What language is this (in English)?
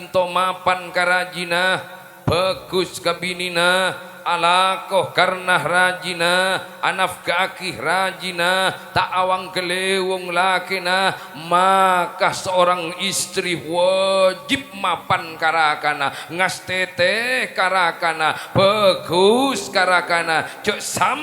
Madurese